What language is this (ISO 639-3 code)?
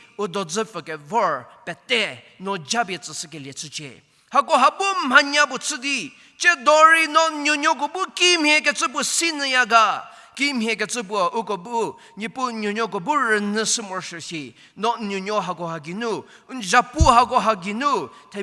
njm